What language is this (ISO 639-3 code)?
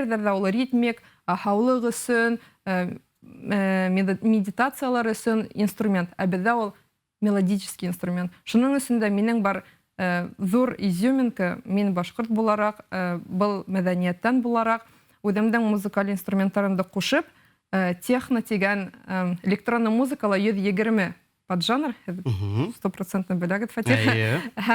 bak